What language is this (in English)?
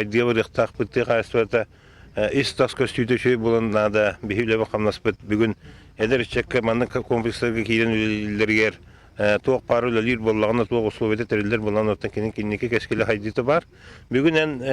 Yakut